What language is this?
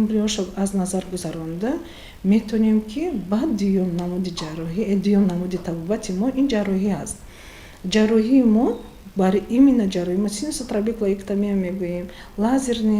Tajik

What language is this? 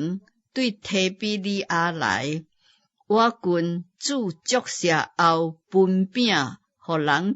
Min Nan Chinese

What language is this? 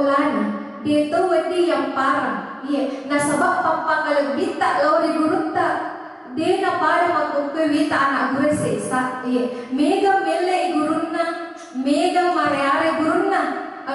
Buginese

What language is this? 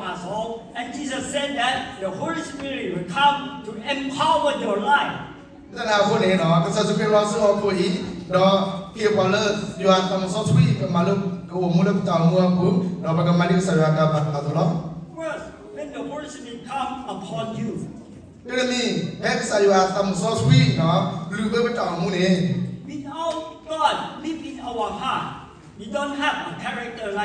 S'gaw Karen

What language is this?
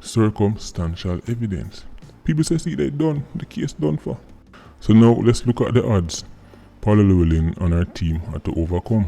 Jamaican Creole English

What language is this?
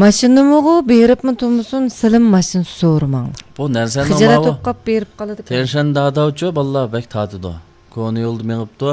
Uyghur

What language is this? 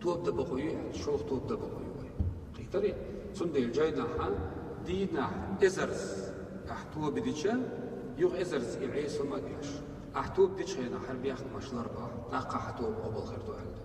Chechen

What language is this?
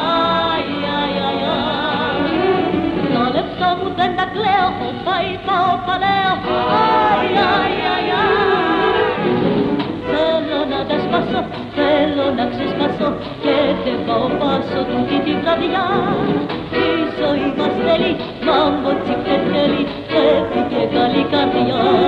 Greek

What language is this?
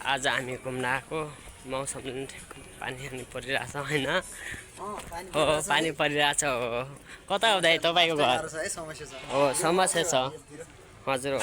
Nepali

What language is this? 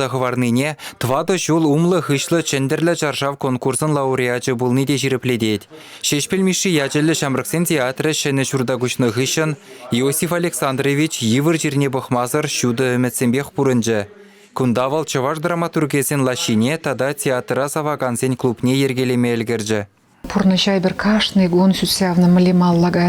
Chuvash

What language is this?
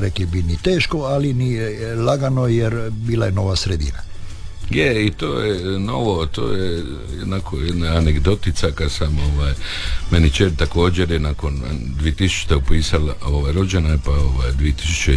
Croatian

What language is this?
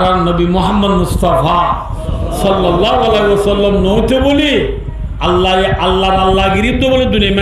Rohingya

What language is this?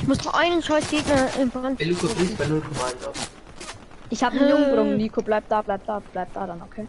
Bavarian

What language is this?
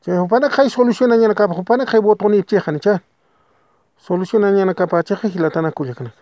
Aymara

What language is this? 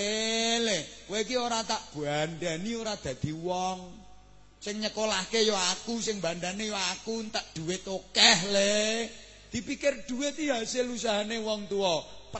Javanese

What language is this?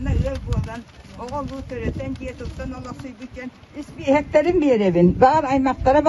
Yakut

